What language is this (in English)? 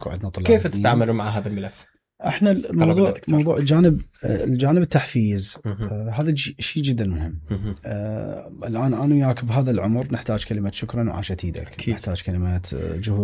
Mesopotamian Arabic